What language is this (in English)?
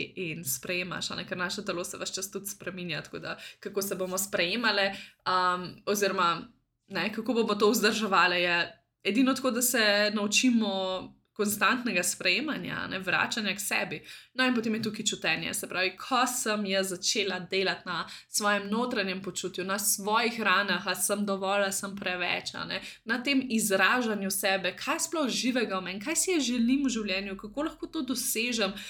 Slovenian